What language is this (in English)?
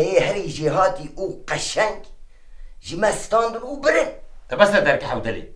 Kurdish